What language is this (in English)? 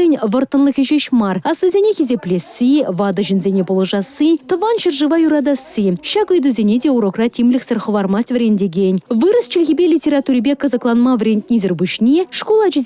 Chuvash